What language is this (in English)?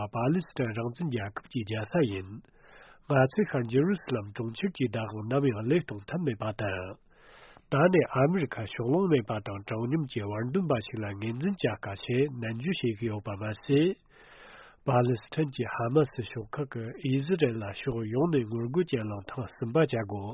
Tibetan